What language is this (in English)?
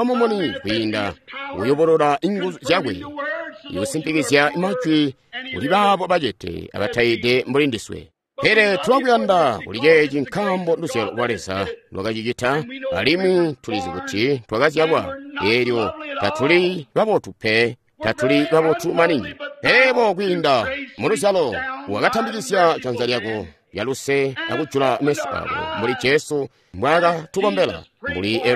Tonga (Zambia)